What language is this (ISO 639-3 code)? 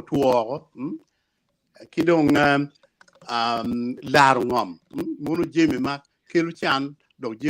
ach